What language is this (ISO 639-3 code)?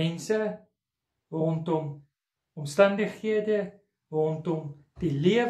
afr